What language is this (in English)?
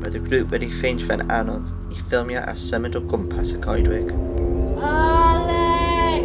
Welsh